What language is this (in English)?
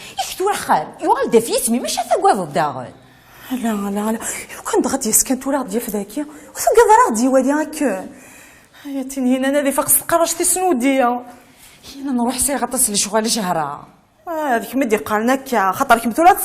Kabyle